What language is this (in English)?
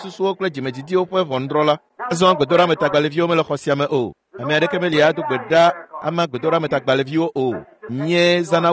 Ewe